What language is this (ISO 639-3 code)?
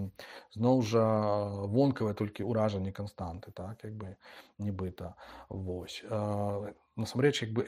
bel